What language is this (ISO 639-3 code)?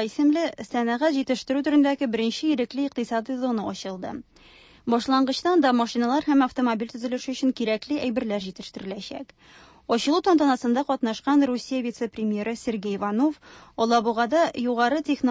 tat